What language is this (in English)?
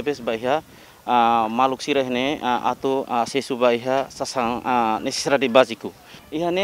Tetum